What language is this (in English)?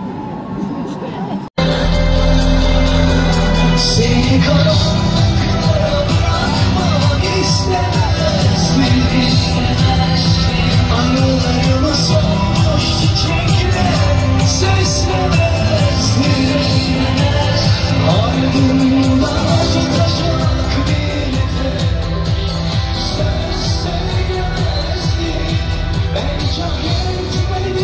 Turkish